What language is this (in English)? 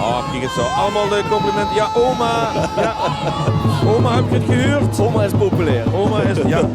Limburgish